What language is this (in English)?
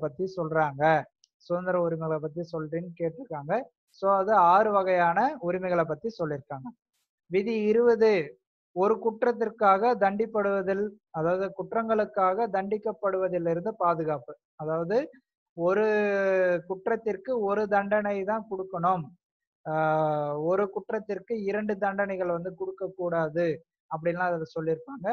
Tamil